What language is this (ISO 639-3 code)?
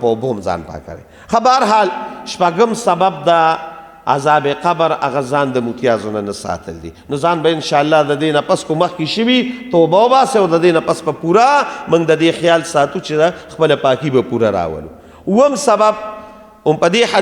pus